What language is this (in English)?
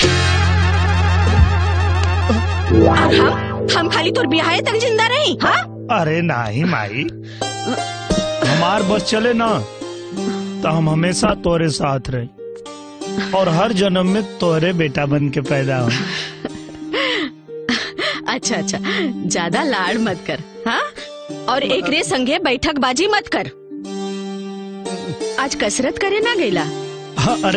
Bhojpuri